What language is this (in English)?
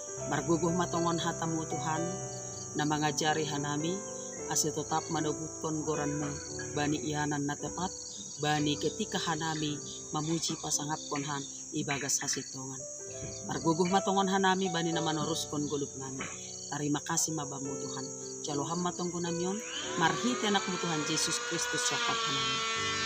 Batak Simalungun